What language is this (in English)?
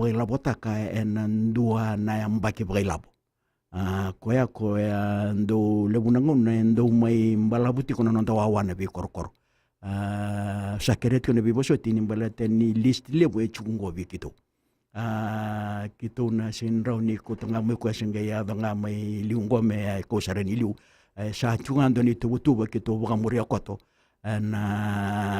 Fijian